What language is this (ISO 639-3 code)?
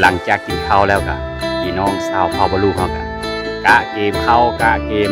lao